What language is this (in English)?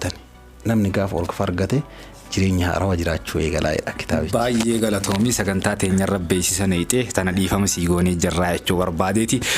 Oromo